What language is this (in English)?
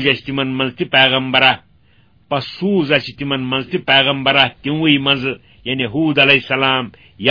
Kashmiri